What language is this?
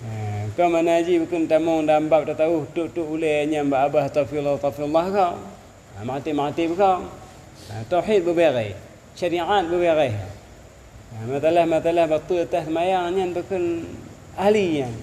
Achinese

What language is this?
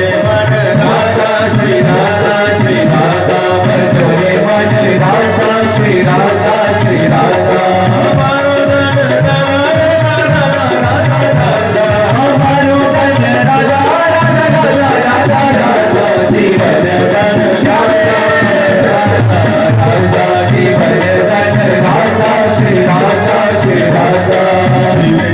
Dogri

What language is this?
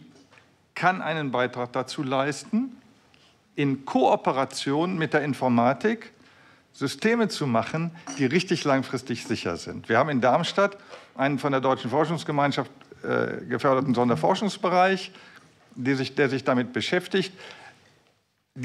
German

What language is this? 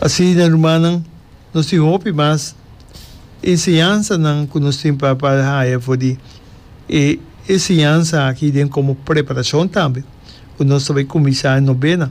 Papiamento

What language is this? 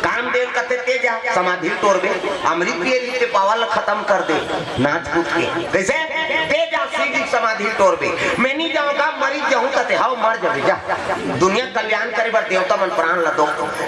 Chhattisgarhi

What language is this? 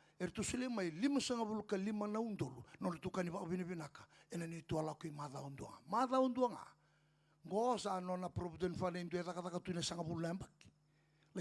Fijian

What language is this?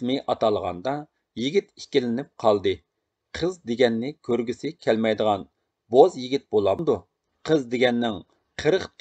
Uyghur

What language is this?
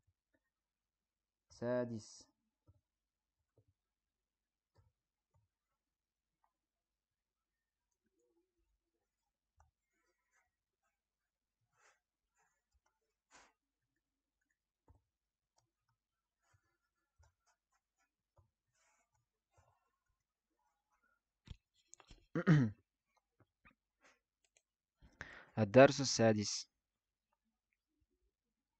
Kazakh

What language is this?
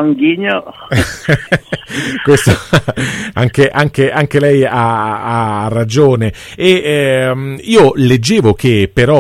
Italian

